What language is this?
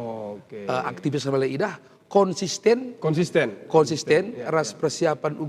Batak Karo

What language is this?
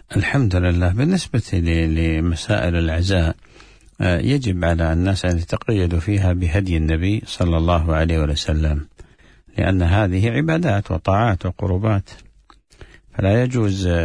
Arabic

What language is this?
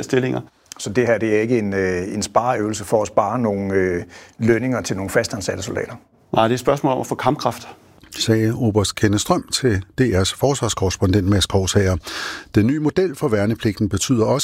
Danish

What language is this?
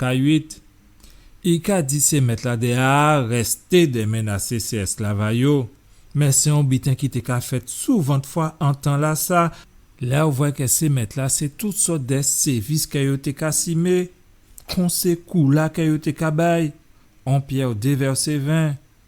Guadeloupean Creole French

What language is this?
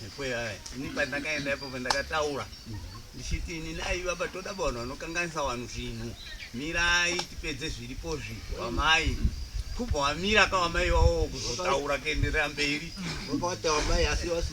Shona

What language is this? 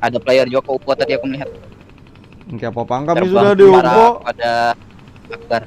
Banjar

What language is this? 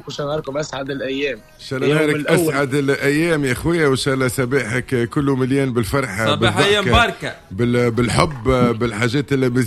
Tunisian Arabic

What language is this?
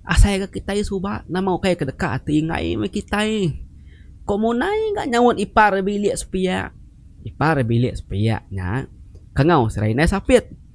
Iban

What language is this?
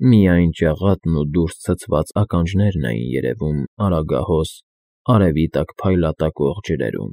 Armenian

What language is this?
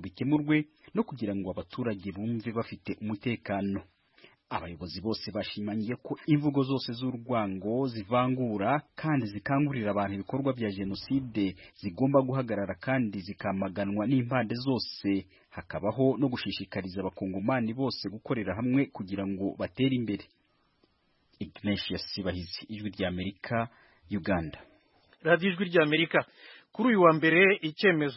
Kinyarwanda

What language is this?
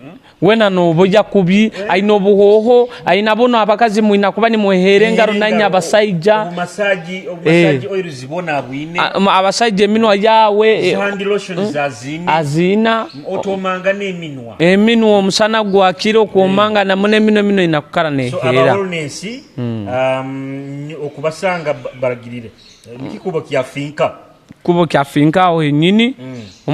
Nyoro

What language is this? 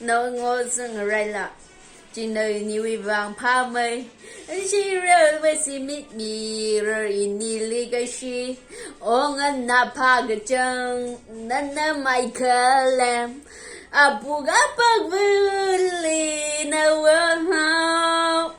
Tangkhul Naga (India)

